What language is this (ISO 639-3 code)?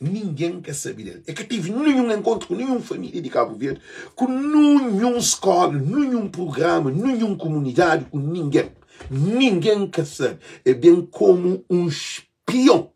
kea